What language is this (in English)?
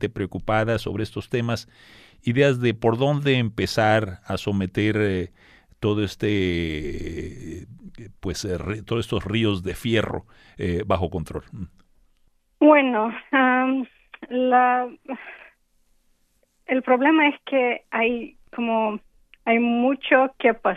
Spanish